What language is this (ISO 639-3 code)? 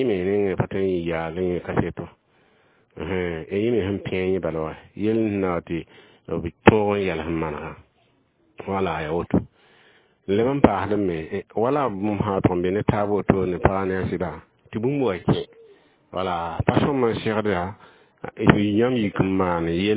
mos